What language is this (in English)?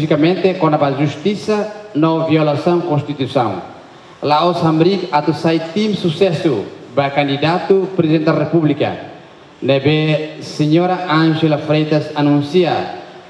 Tetum